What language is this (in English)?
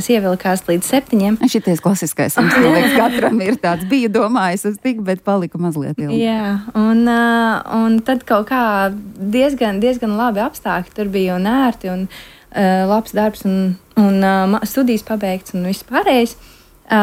Latvian